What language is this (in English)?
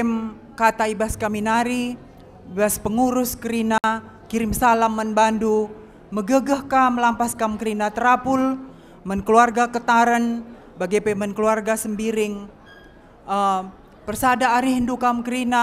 Batak Karo